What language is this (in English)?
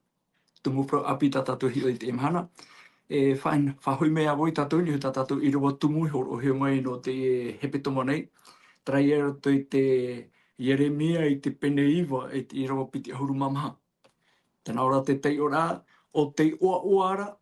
Tahitian